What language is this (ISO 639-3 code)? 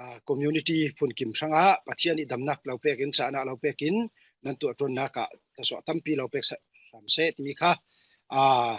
cfm